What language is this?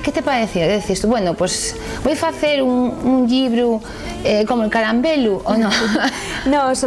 Asturian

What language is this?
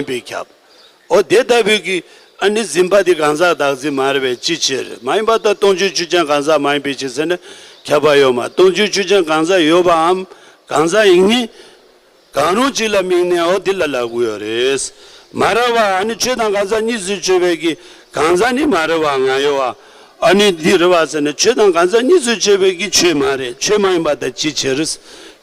Tibetan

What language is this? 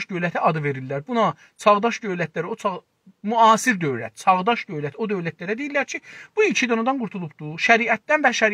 South Azerbaijani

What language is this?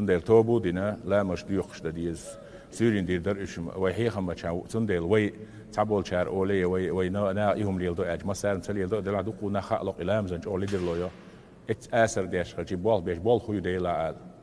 Chechen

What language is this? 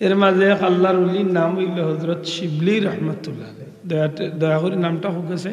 Sylheti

